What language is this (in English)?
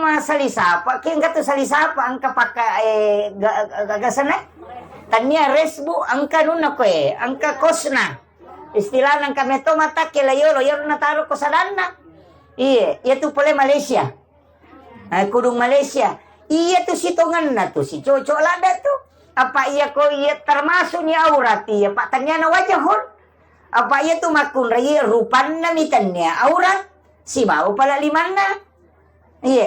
Buginese